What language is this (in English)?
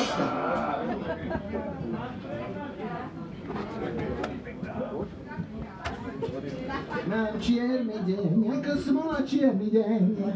Slovak